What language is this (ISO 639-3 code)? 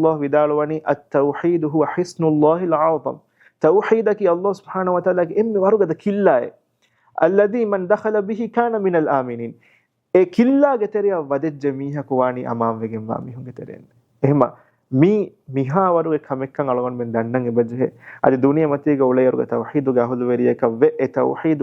div